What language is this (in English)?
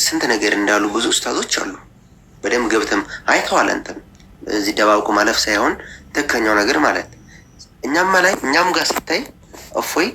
Amharic